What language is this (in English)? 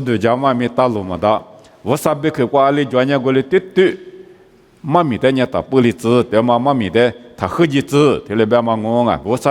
Lisu